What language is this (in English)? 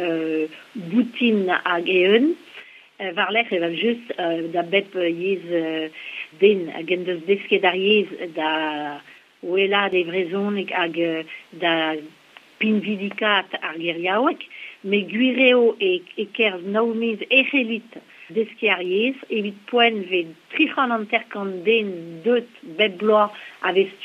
Breton